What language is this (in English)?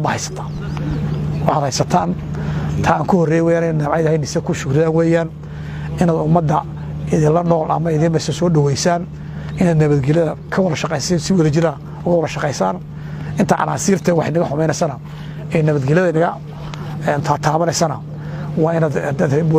Somali